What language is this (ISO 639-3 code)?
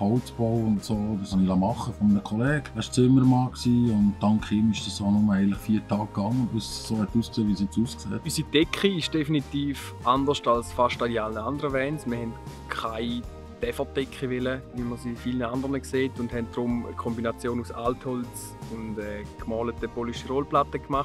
gsw